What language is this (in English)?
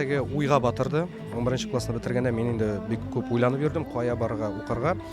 Tatar